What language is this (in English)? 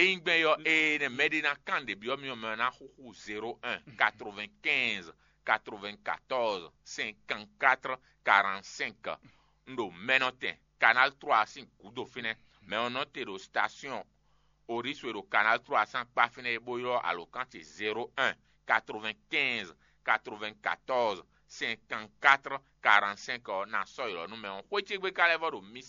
Fon